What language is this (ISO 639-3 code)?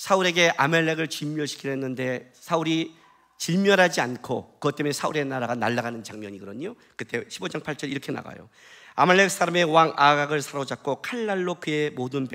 kor